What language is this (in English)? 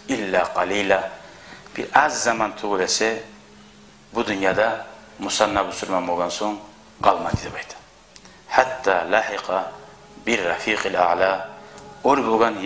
Kumyk